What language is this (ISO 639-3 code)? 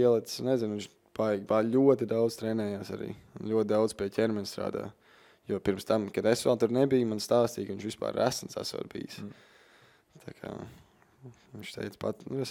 lav